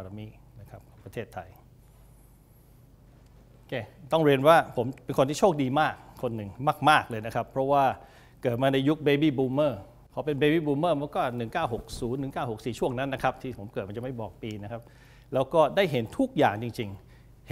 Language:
Thai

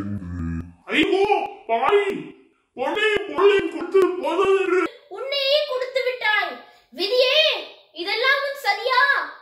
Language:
Tamil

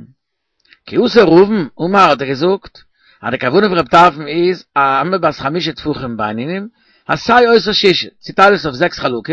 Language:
Yiddish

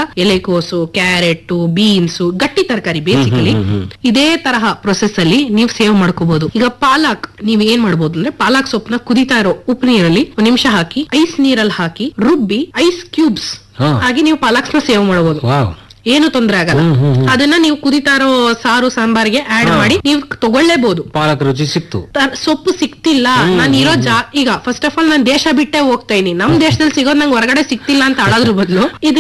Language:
Kannada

